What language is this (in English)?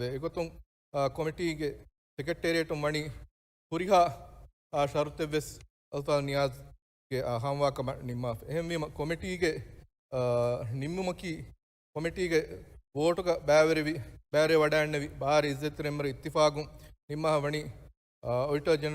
Divehi